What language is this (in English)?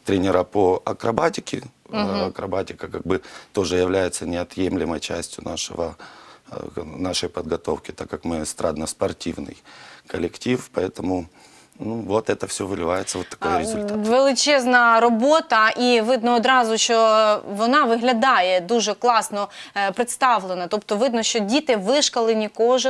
Ukrainian